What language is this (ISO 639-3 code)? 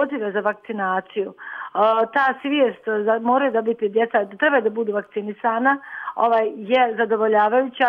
bos